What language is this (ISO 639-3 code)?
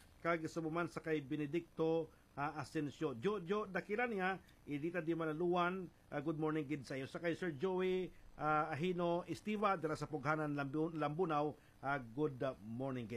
hil